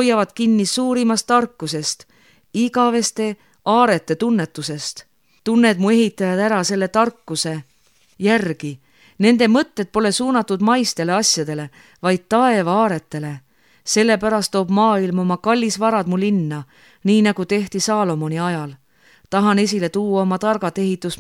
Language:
Estonian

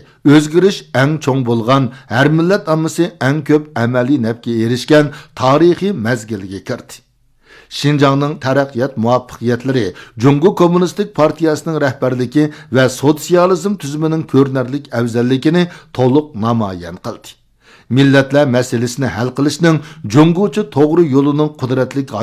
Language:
Uyghur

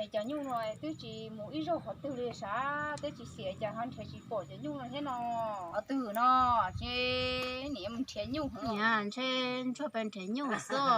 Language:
Hmong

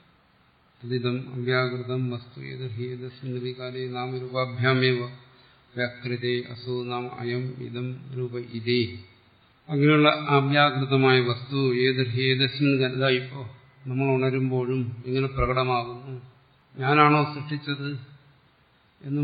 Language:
Malayalam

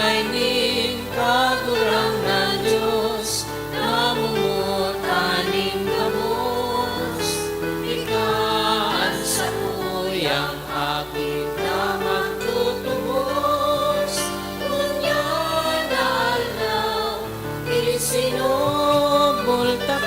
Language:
Bikol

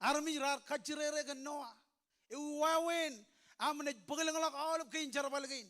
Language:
Marshallese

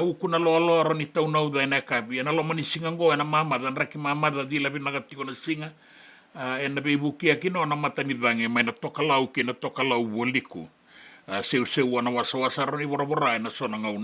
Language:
Fijian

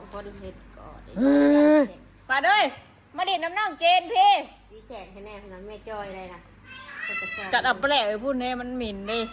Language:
Northeastern Thai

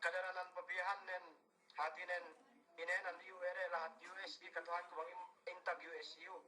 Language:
Yakan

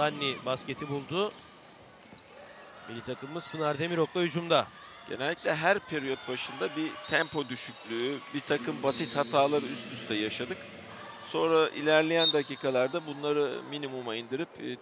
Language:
Turkish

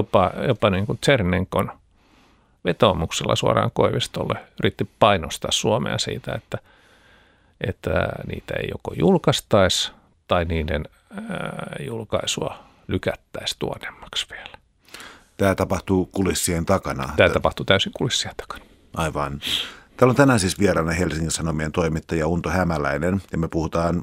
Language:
Finnish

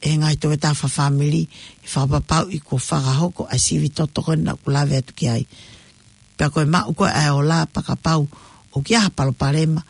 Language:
Tongan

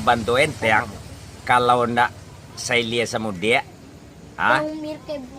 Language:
Minangkabau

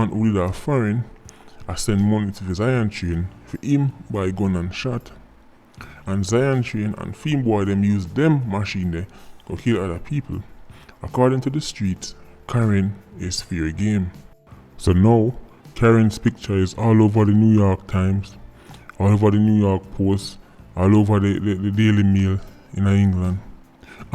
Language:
Jamaican Creole English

